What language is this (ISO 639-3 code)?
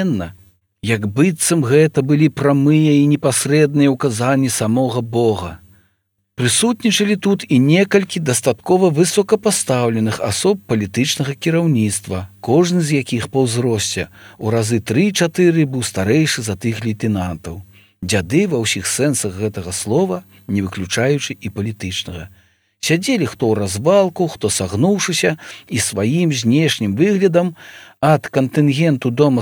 bel